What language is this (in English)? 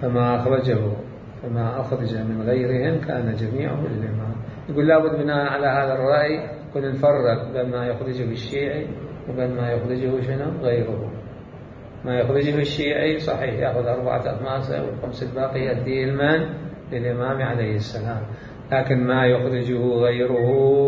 Mesopotamian Arabic